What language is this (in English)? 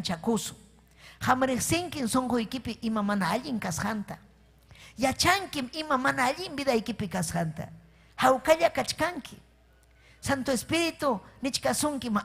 Ayacucho Quechua